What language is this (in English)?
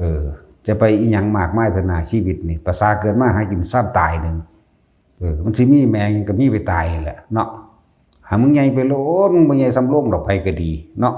Northeastern Thai